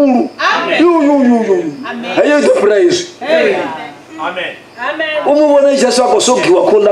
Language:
Venda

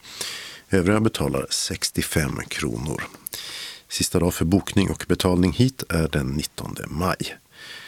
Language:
Swedish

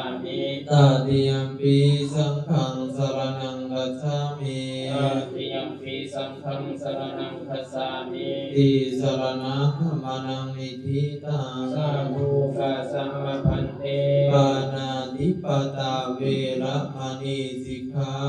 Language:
Pali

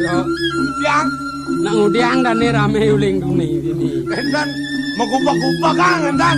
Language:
Balinese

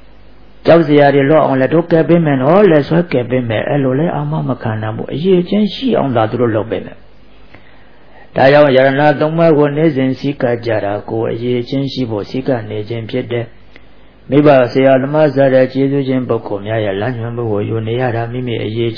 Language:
Burmese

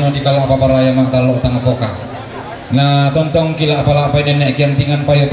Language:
Toraja-Sa'dan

